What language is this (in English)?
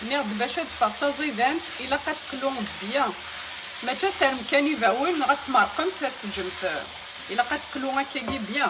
Kabyle